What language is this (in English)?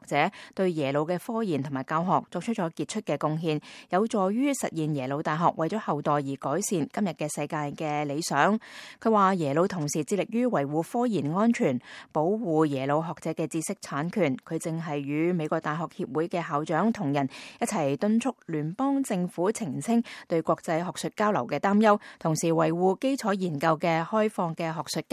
Cantonese